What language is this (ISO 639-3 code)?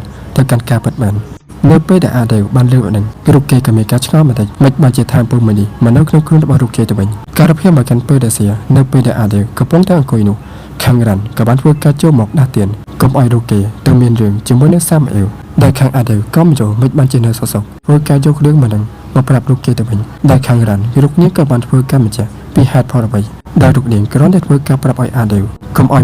khm